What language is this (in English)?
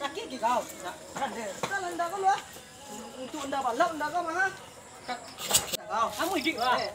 Minangkabau